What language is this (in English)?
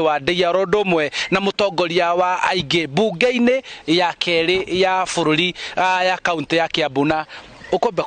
Kikuyu